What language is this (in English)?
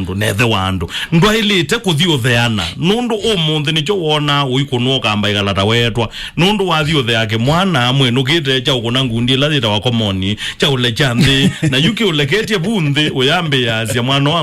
Kamba